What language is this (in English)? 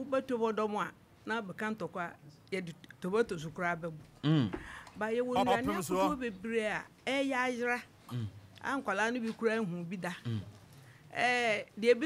Akan